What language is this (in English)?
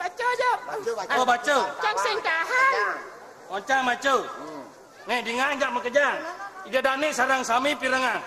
Balinese